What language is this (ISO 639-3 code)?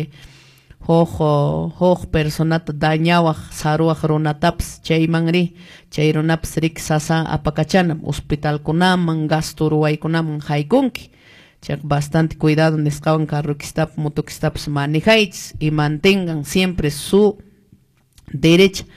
que